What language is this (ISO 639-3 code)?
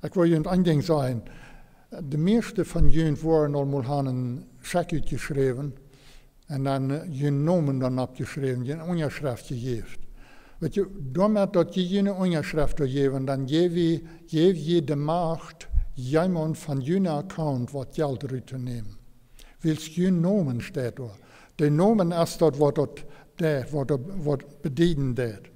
pdt